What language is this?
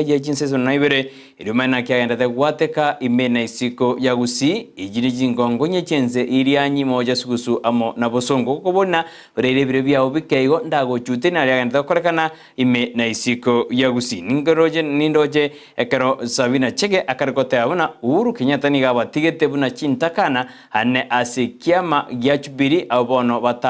Gusii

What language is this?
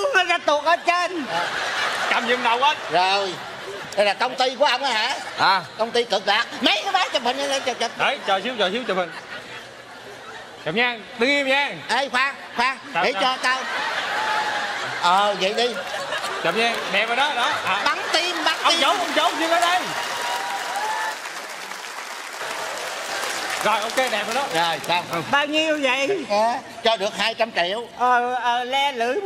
Vietnamese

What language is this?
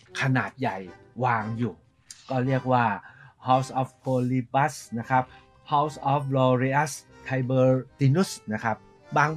Thai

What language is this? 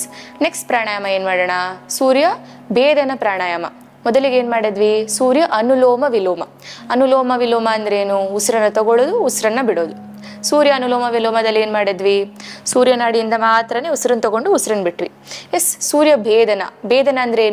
Kannada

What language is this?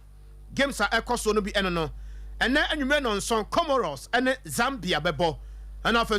Akan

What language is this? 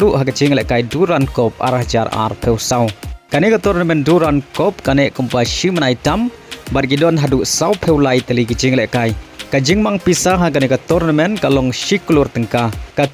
Khasi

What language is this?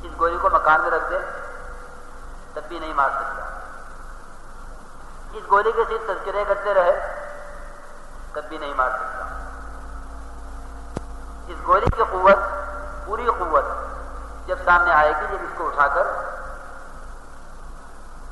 Urdu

